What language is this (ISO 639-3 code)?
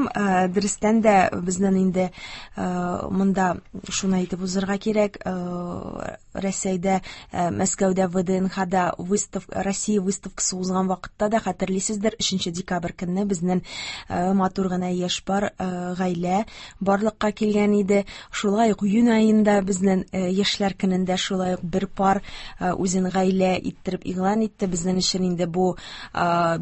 tat